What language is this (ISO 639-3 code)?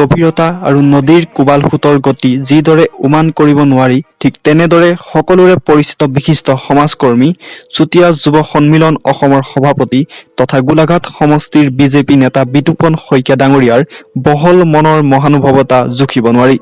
asm